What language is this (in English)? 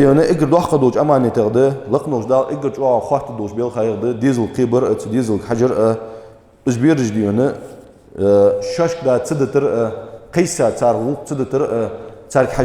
Ingush